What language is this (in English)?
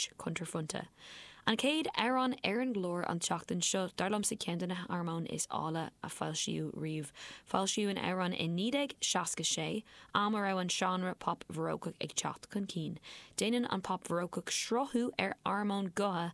Irish